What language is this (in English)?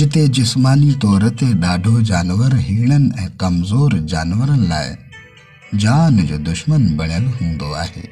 Sindhi